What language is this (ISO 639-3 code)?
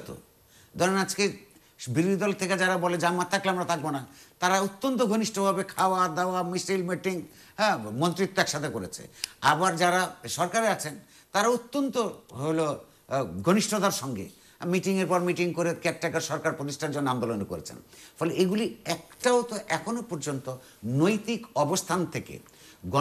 ben